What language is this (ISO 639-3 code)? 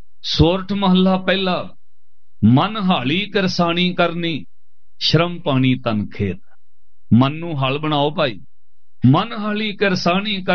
pan